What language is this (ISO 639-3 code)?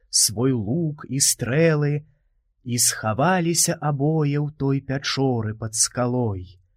bel